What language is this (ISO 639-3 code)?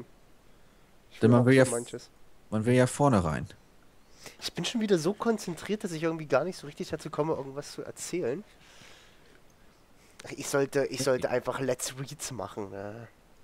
deu